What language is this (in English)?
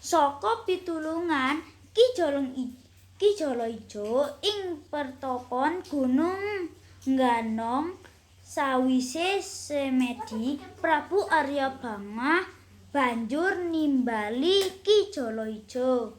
Javanese